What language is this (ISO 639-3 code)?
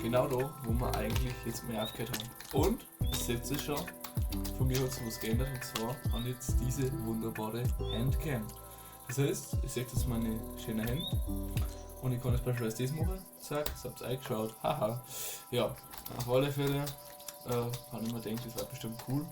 bar